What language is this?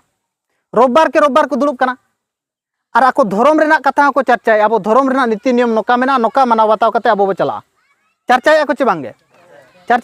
Santali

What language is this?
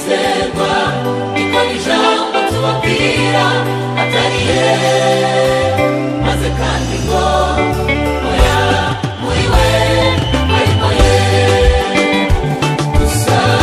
Kinyarwanda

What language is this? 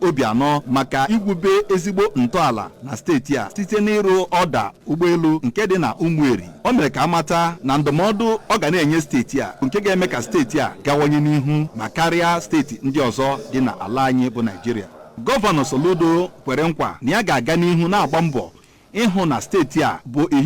Igbo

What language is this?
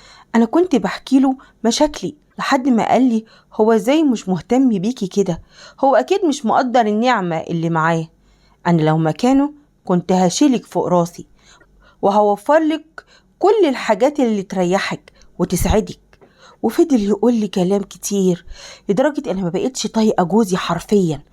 Egyptian Arabic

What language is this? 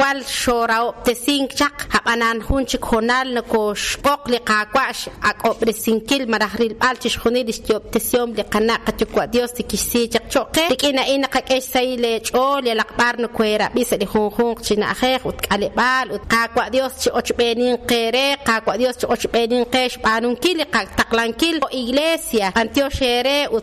Kekchí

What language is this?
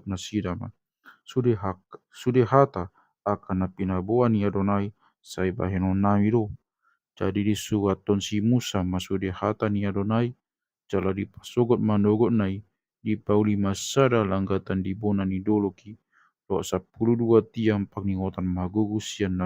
Batak Toba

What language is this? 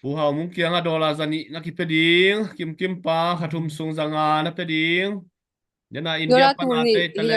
Tedim Chin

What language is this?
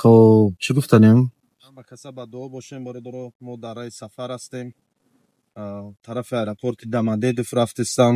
Tajik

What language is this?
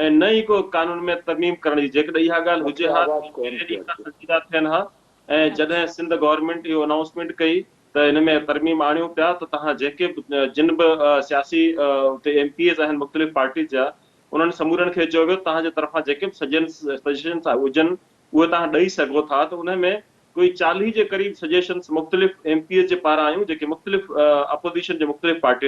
Sindhi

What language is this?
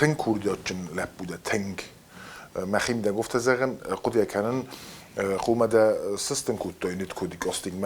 Ossetic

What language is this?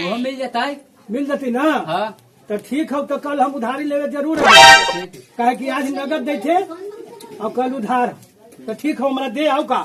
Magahi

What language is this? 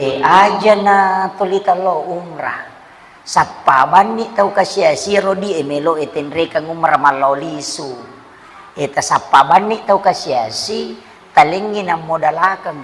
Buginese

